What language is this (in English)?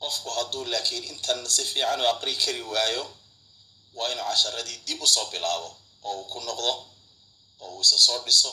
Somali